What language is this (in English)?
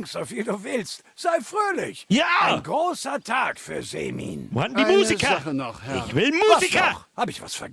Bavarian